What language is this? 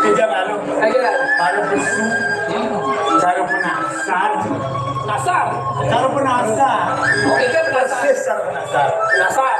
Balinese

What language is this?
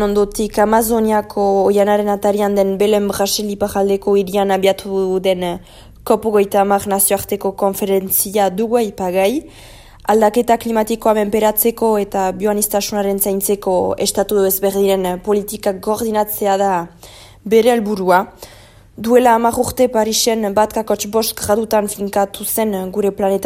Basque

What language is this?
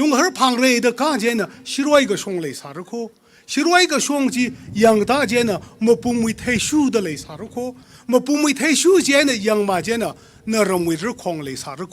Tangkhul Naga (India)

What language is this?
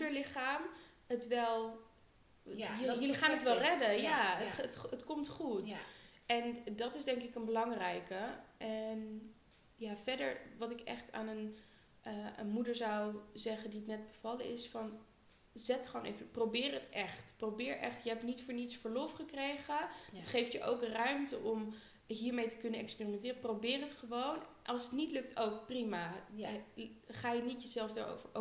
Dutch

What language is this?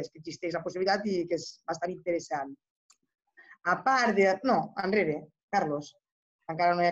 Catalan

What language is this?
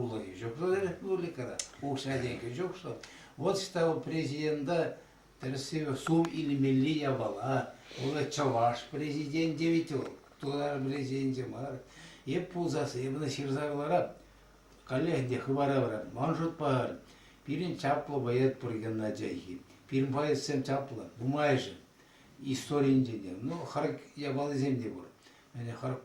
Chuvash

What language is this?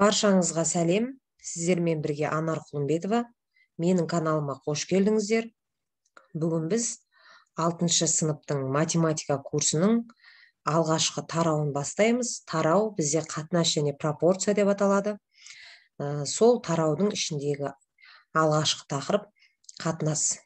Kazakh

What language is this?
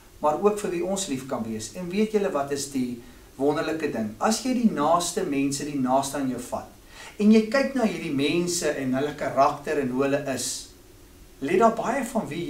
Afrikaans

